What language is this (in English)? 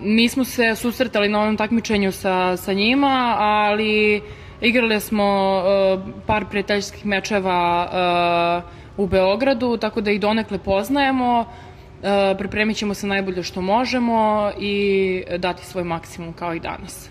Serbian